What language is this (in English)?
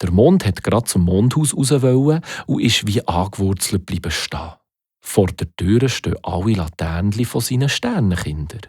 Swiss German